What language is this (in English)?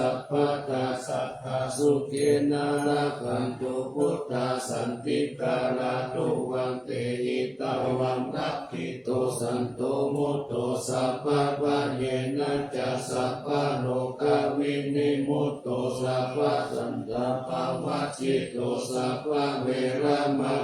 Pali